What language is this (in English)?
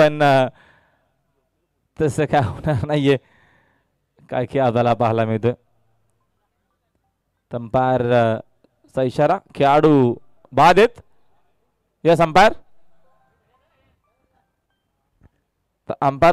Marathi